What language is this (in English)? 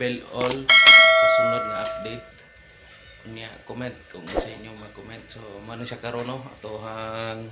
Cebuano